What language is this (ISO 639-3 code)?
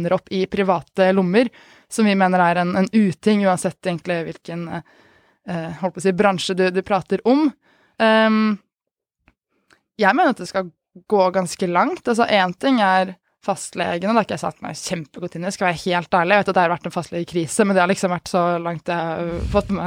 nor